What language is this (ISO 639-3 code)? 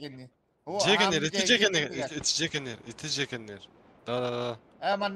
sah